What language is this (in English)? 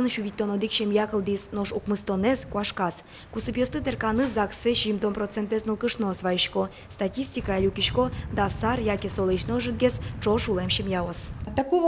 Udmurt